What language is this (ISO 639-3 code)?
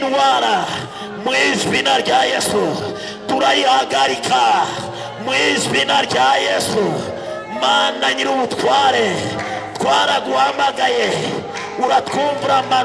kin